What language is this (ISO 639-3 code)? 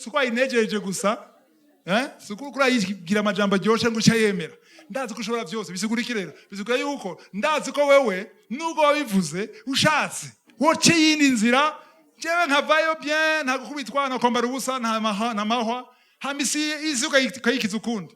run